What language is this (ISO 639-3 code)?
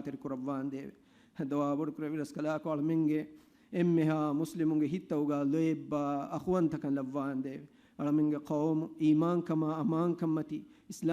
div